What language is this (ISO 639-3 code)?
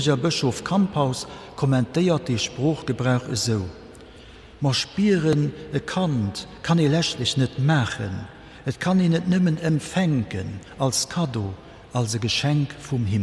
ltz